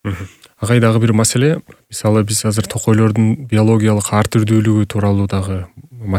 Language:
Kyrgyz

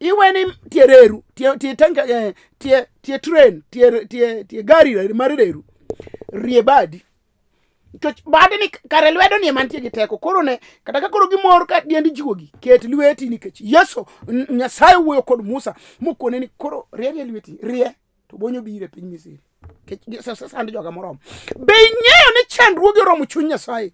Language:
Luo (Kenya and Tanzania)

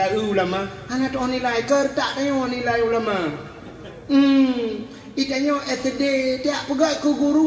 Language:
Achinese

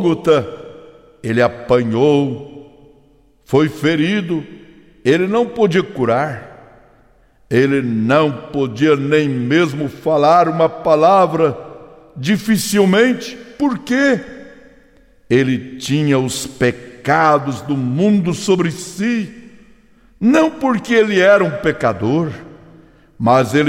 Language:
Portuguese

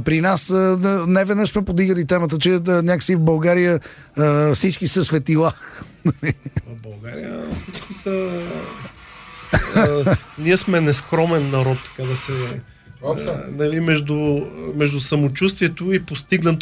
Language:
Bulgarian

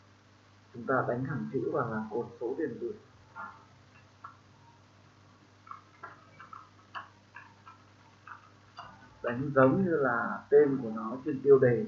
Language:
Vietnamese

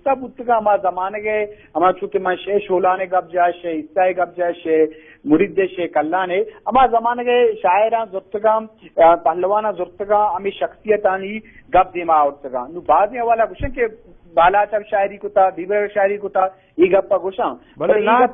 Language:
Eastern Balochi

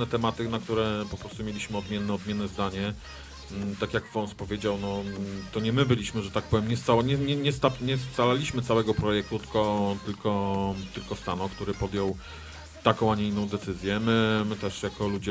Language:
Polish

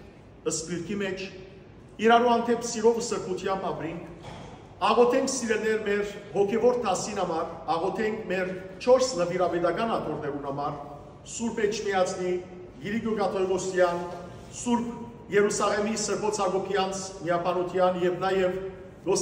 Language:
Western Armenian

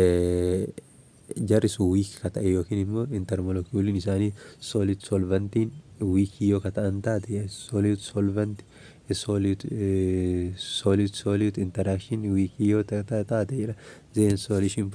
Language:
Oromo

